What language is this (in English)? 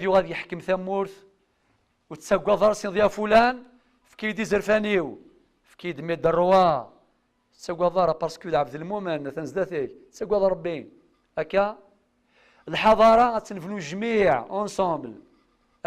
Kabyle